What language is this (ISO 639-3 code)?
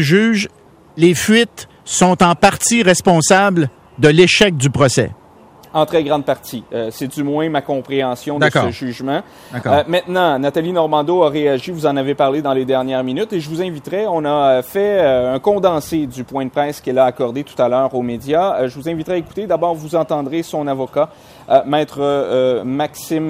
fra